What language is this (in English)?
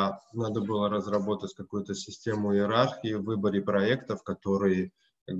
Russian